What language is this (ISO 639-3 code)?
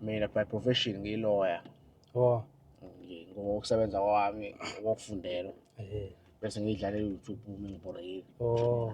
zul